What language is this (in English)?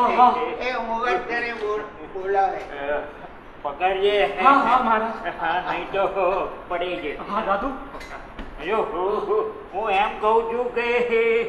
Gujarati